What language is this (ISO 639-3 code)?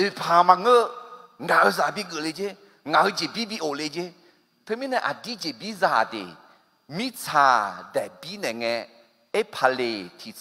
ahk